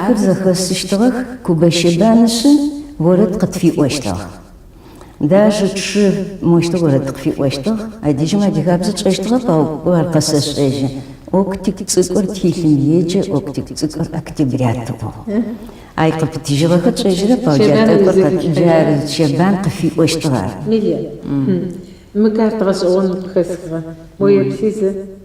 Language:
Adyghe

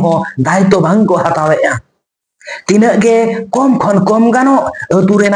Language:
Santali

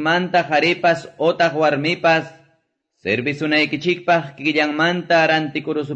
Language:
Quechua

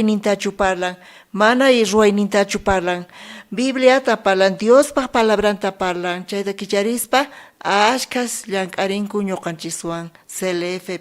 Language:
South Bolivian Quechua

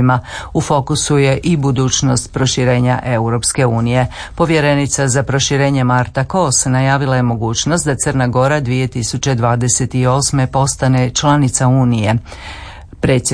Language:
Croatian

